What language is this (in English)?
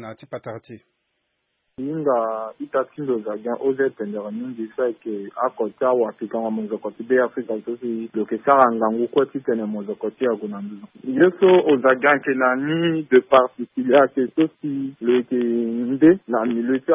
Sango